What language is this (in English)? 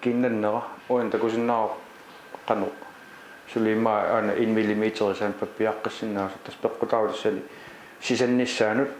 Kalaallisut